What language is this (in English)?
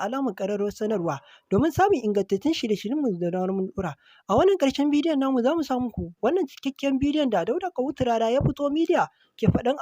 Hausa